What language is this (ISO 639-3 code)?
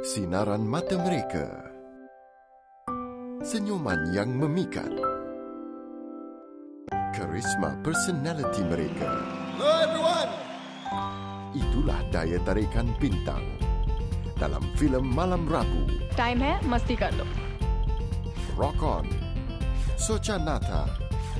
msa